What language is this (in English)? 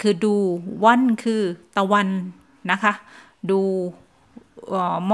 Thai